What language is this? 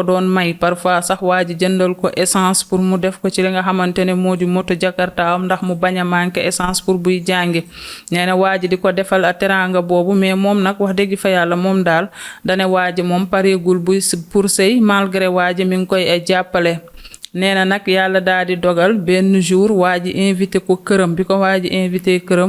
Wolof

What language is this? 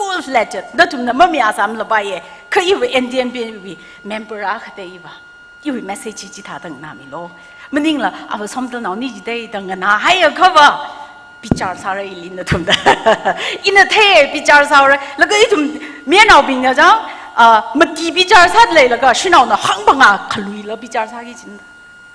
Tangkhul Naga (India)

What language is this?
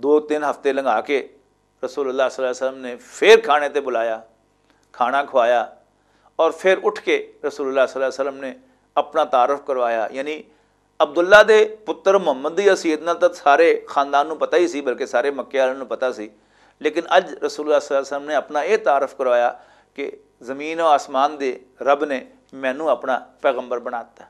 Western Panjabi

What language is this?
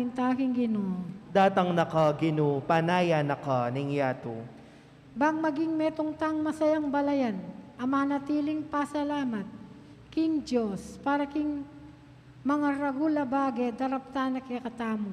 Pampanga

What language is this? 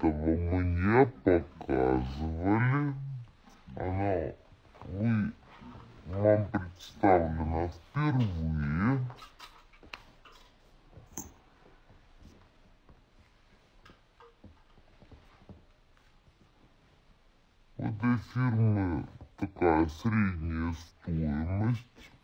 Russian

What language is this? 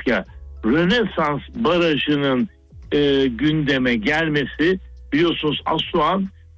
Turkish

